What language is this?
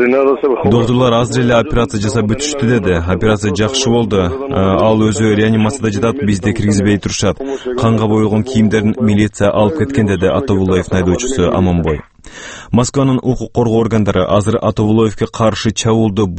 Kyrgyz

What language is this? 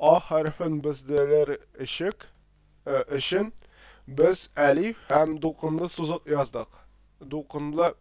Tatar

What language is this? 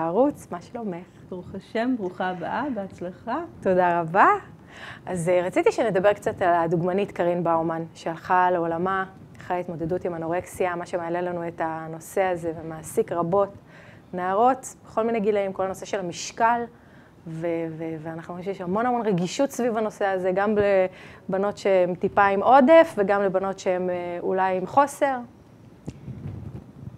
Hebrew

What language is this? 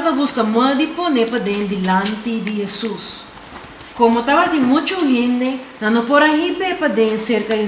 Papiamento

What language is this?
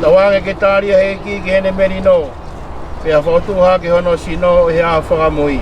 Tongan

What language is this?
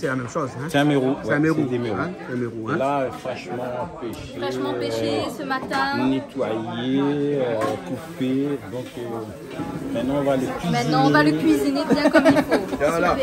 Réunion Creole French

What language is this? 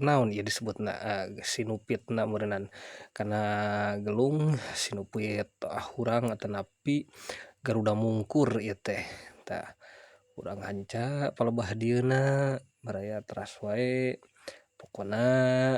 Sundanese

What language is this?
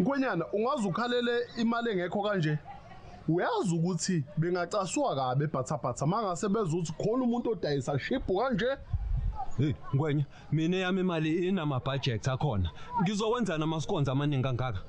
Zulu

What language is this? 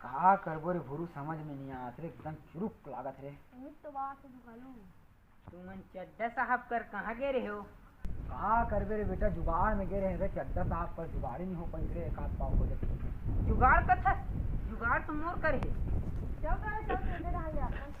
Chhattisgarhi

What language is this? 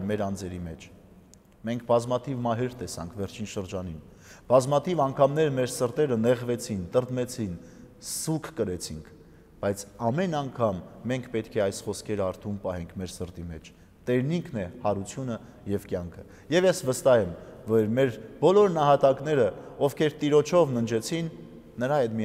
Armenian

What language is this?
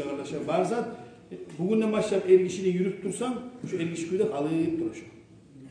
Kumyk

